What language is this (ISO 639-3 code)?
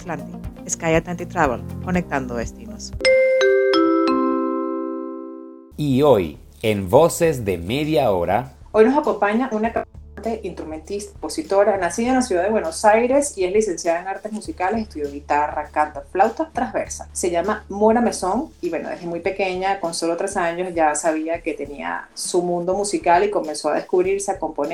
spa